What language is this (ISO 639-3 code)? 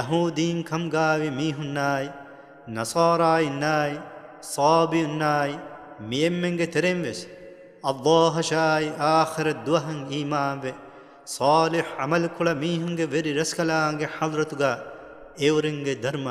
div